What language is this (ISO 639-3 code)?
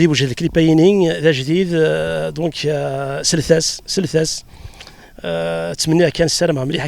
kab